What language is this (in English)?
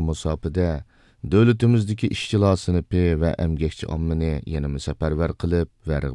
Uyghur